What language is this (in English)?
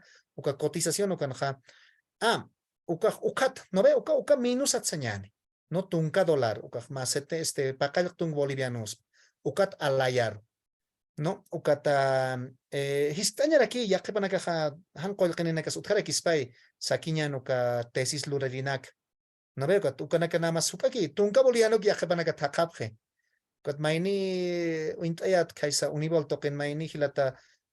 Aymara